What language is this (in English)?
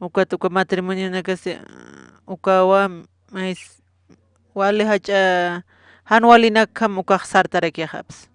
Aymara